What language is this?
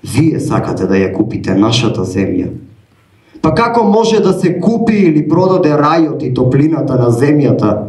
Macedonian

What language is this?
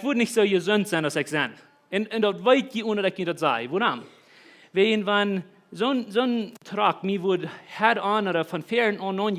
Plautdietsch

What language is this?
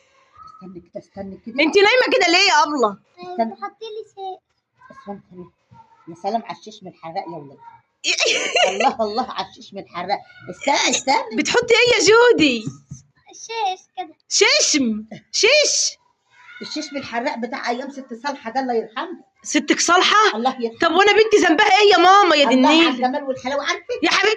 Egyptian Arabic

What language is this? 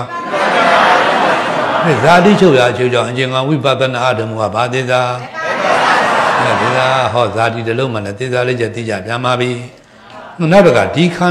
Burmese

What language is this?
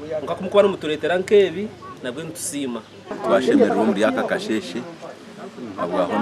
Nyankole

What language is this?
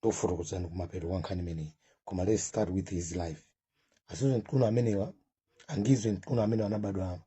Nyanja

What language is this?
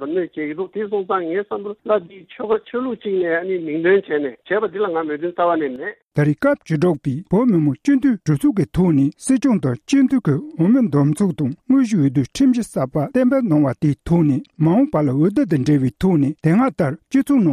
Tibetan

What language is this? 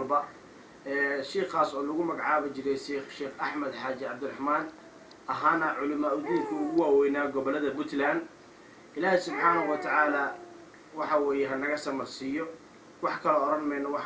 Somali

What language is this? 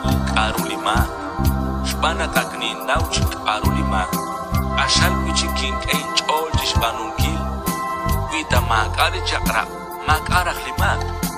Kekchí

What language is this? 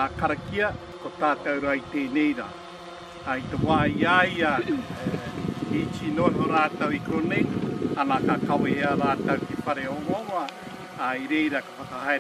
Māori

